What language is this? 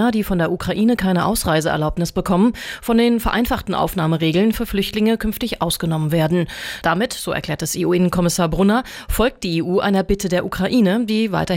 German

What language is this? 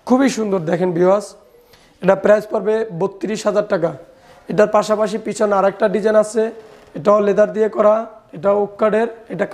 Bangla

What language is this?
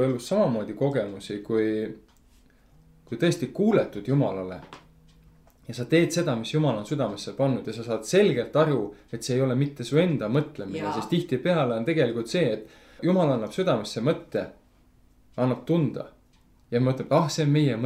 Estonian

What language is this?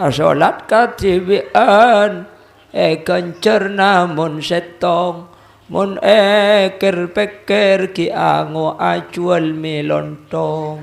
Madurese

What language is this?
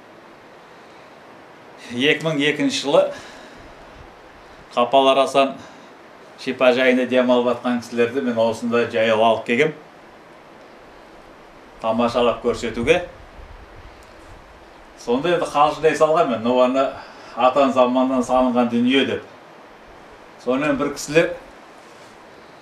Kazakh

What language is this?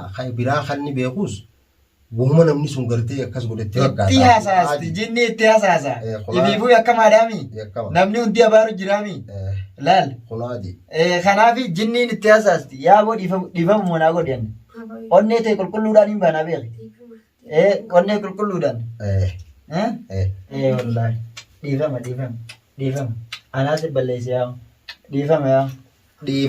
Oromo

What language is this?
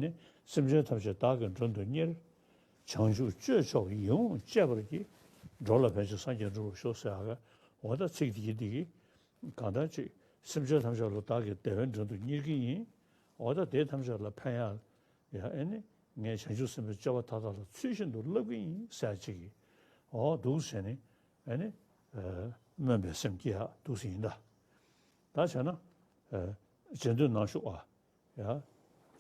Tibetan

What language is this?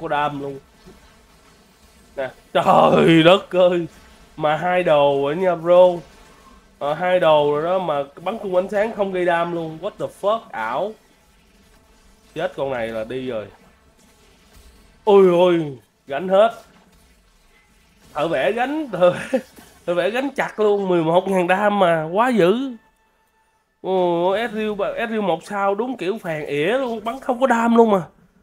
Vietnamese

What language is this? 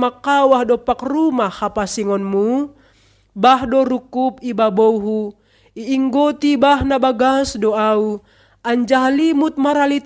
Batak Simalungun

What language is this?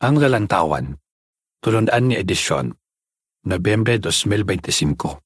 Hiligaynon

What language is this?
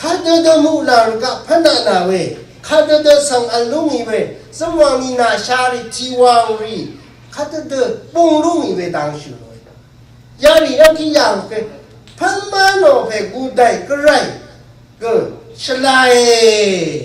Rawang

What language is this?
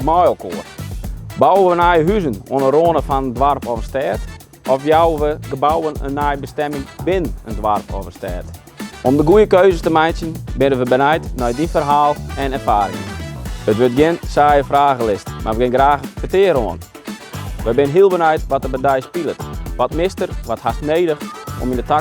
Western Frisian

